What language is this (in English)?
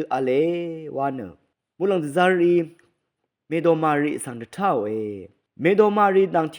Rawang